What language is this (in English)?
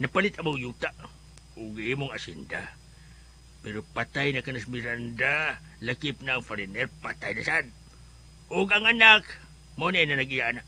Cebuano